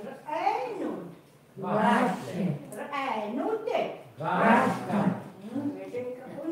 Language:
Chukot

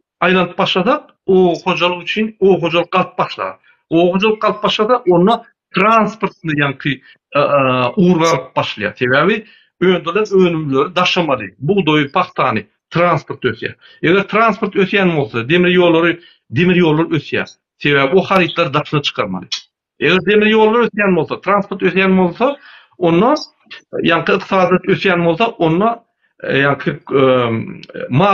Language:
Turkmen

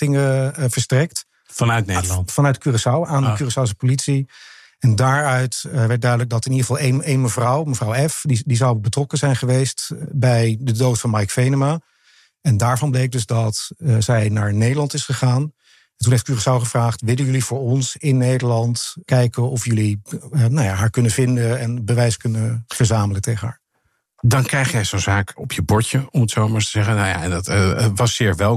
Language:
Dutch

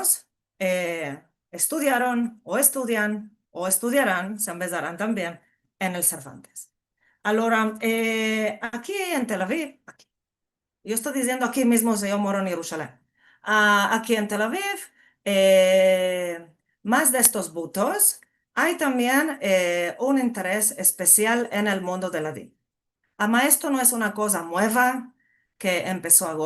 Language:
Ladino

